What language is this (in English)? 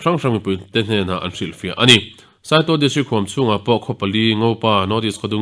Mizo